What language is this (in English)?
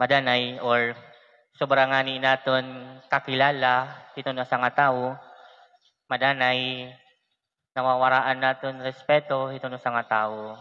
Waray